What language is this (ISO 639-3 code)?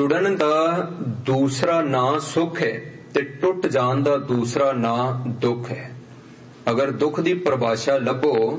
pan